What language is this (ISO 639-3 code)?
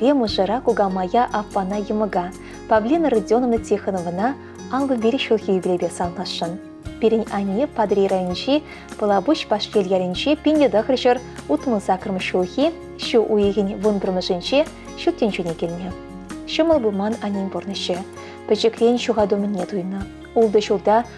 chv